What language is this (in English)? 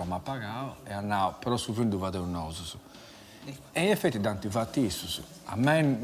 Sardinian